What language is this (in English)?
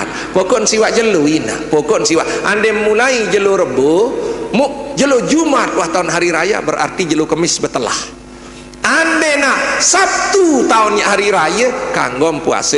Sasak